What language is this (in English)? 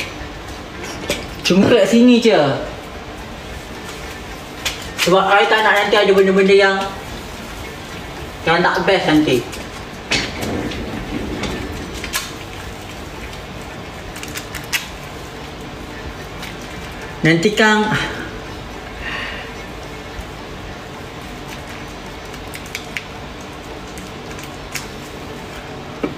Malay